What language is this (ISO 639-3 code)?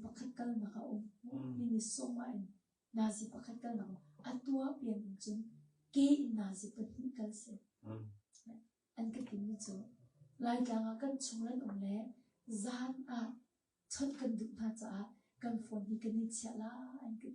cnh